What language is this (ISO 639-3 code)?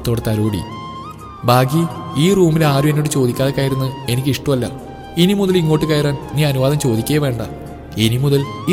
mal